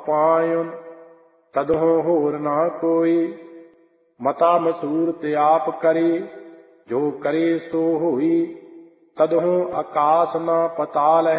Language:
Punjabi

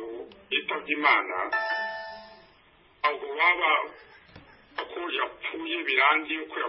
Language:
Kinyarwanda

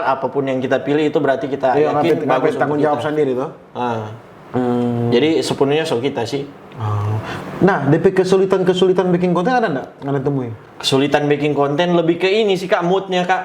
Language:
Manado Malay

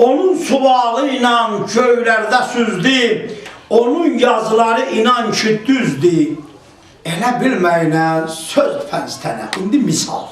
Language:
South Azerbaijani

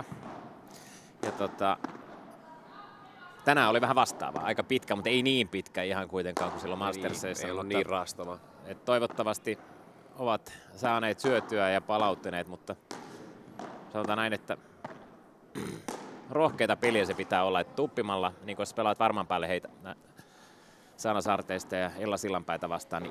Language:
Finnish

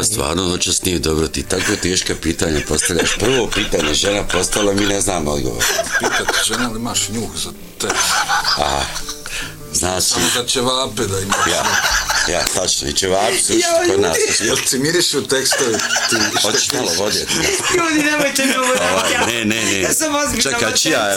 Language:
Bosnian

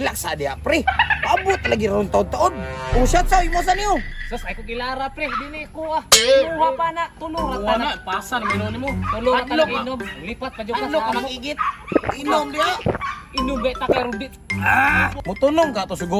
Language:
Cebuano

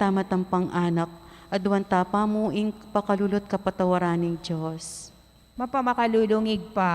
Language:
Pampanga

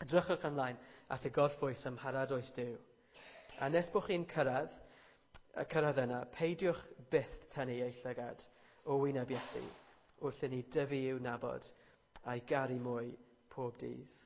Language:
Welsh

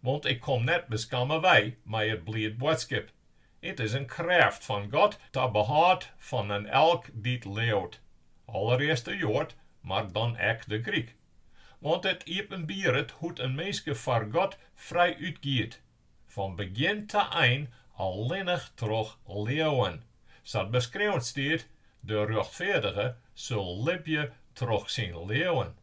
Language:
Western Frisian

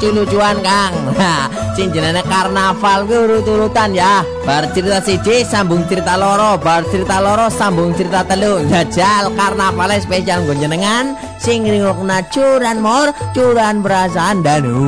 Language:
Javanese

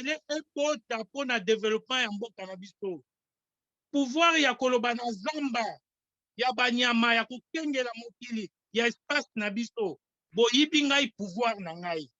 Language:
Lingala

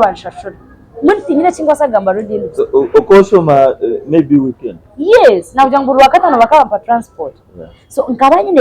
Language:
Nyankole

